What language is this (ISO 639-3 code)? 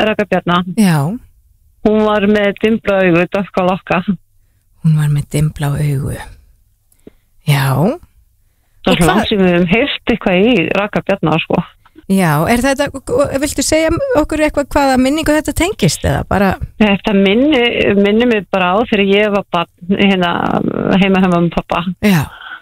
isl